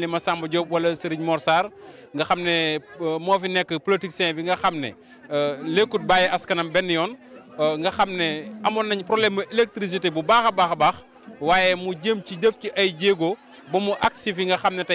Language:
Wolof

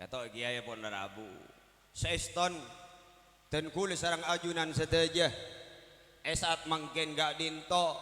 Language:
Madurese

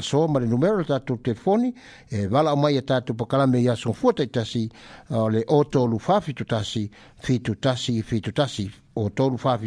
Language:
Samoan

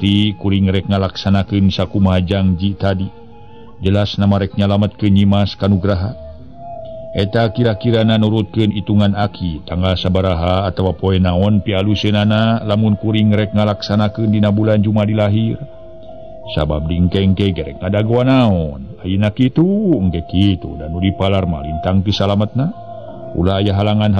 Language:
Sundanese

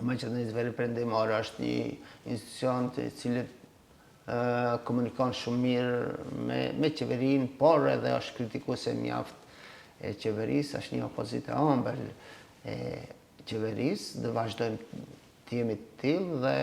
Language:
Albanian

